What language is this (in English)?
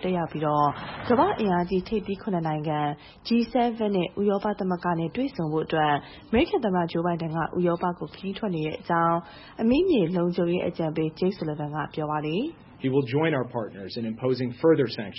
Burmese